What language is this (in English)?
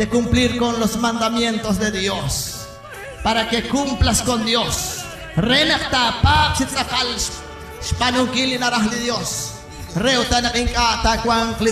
Kekchí